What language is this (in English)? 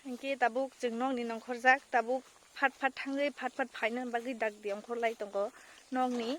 Kok Borok